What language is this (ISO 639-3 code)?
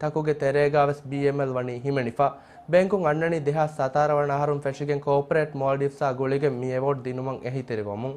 div